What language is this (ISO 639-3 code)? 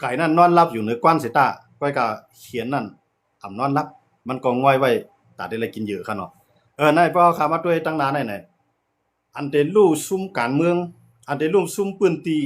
shn